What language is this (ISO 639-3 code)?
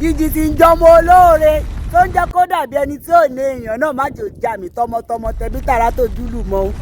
yor